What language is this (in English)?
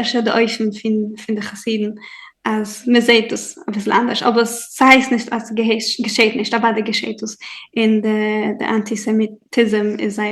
Yiddish